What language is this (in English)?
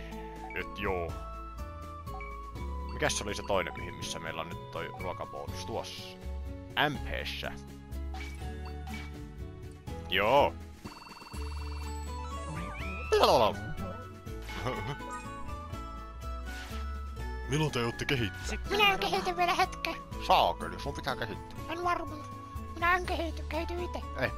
Finnish